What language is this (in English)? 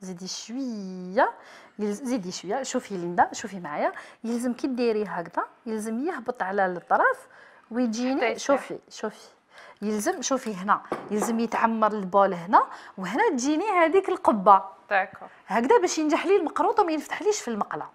Algerian Arabic